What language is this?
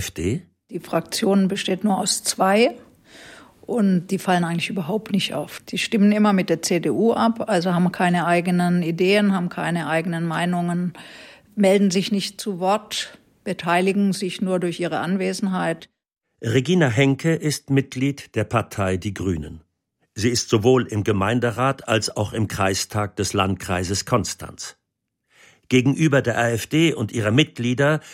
German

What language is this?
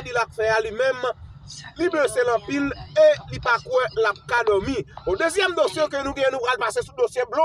Haitian Creole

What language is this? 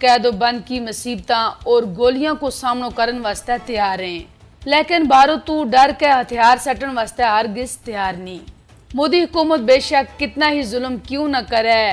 Gujari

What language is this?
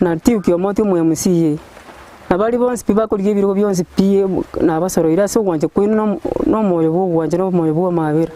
Gusii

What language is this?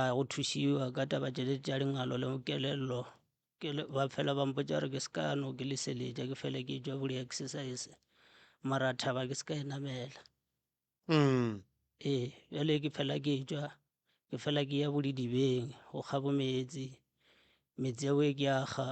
Northern Sotho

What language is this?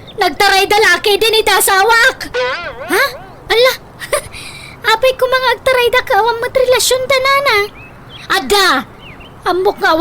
Iloko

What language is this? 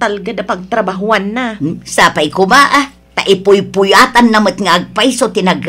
Iloko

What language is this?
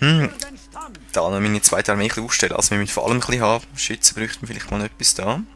Swiss German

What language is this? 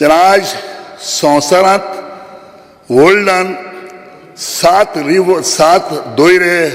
Konkani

